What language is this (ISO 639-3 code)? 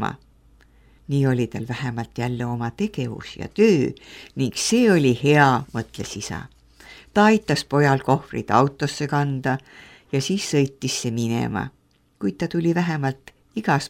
est